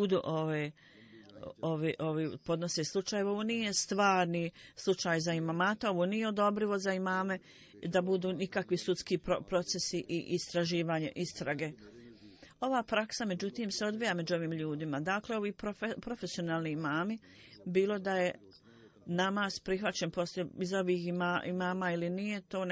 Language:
Bosnian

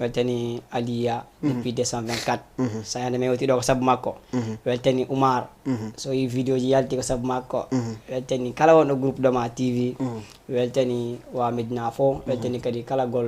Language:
Fula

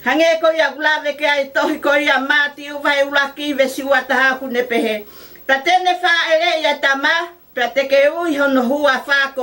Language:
Tongan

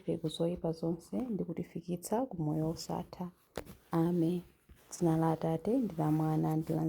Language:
Nyanja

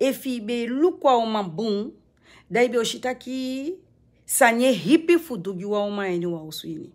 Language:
Sranan Tongo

